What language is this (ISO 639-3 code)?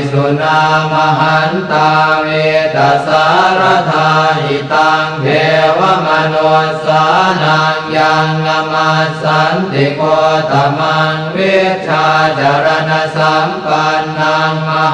pli